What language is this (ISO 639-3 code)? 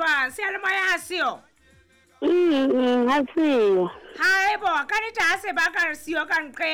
sot